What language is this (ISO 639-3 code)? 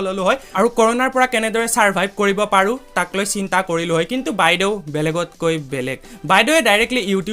asm